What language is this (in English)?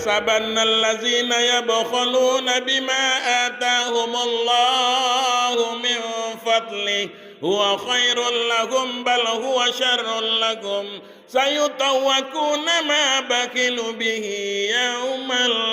Minangkabau